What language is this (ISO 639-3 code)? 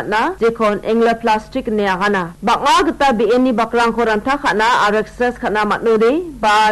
grt